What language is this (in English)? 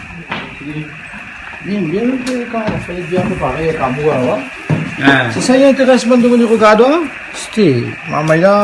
Réunion Creole French